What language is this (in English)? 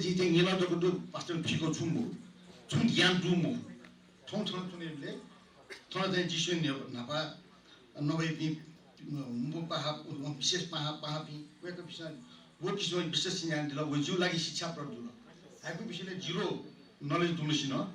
Newari